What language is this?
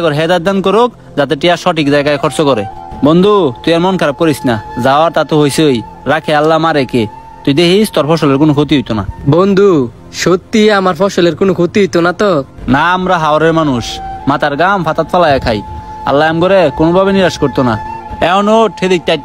Bangla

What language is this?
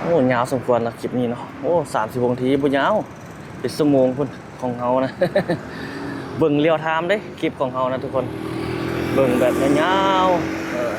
Lao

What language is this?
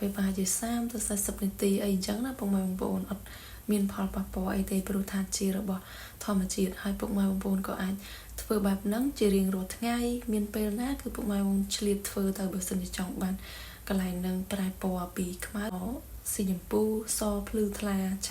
Khmer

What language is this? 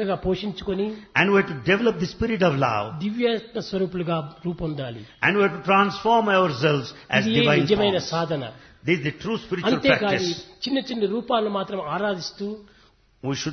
Telugu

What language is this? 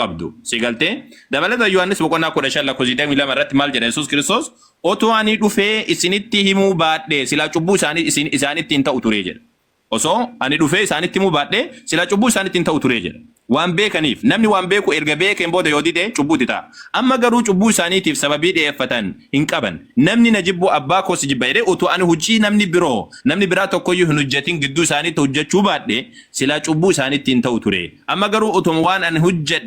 Oromo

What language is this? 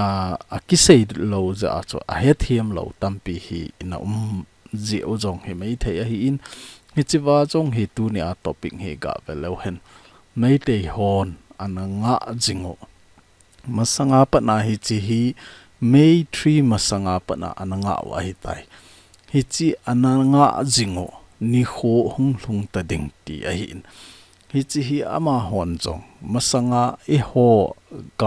Thado Chin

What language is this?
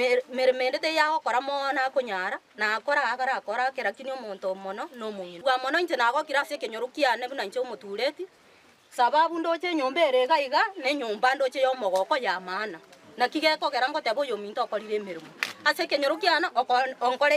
Gusii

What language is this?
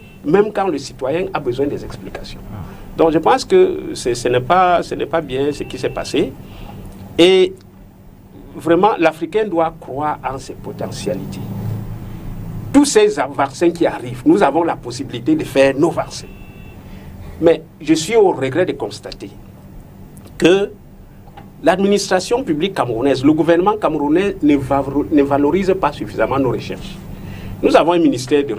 French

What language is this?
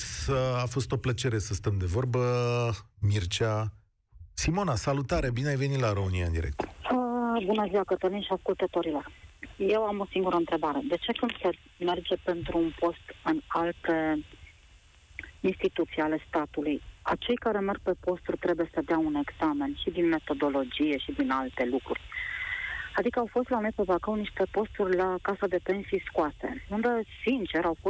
Romanian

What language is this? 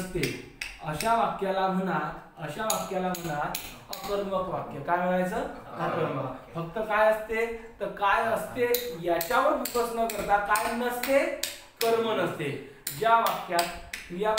Marathi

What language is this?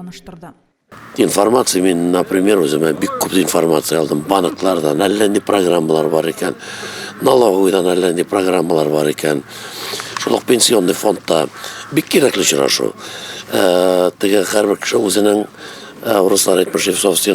Tatar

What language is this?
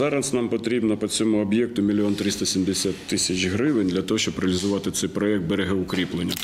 Ukrainian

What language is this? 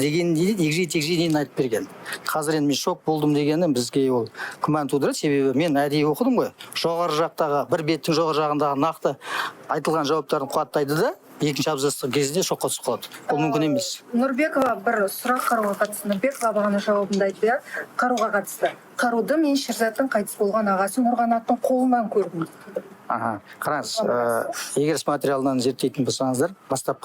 Kazakh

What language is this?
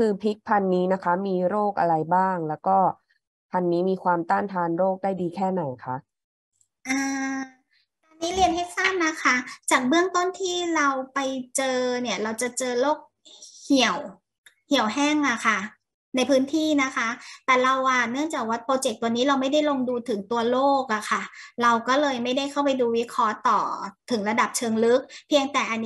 Thai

